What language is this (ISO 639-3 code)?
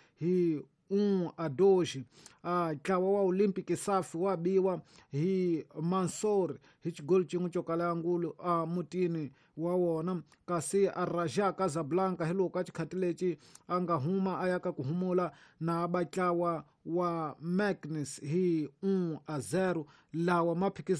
tso